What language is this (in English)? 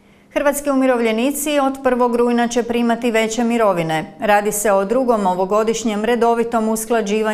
Croatian